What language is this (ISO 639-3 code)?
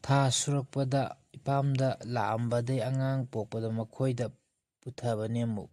mni